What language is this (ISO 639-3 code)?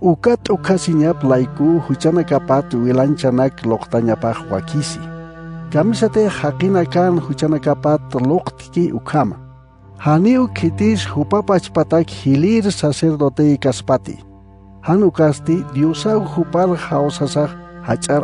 aym